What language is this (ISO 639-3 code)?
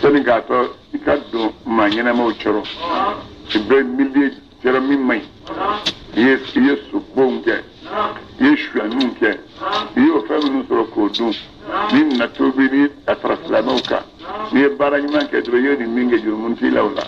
bam